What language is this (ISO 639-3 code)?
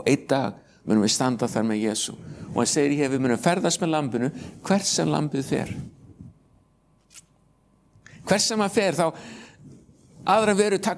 isl